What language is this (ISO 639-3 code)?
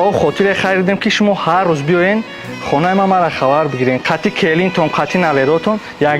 tgk